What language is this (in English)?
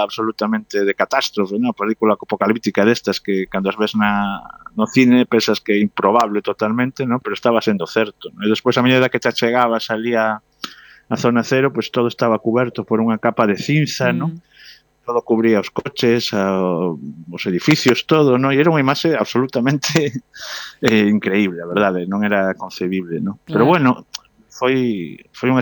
Galician